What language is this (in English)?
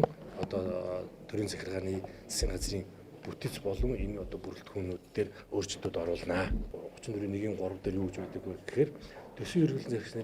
Mongolian